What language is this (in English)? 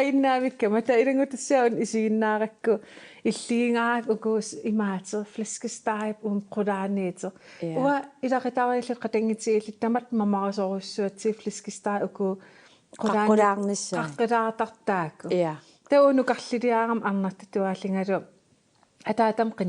Kalaallisut